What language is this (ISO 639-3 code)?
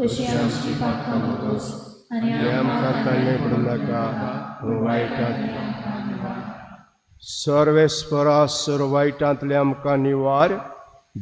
kok